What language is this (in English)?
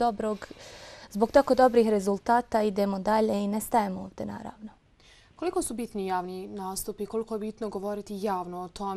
Bosnian